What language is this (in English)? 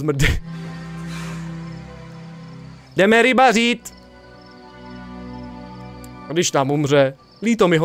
Czech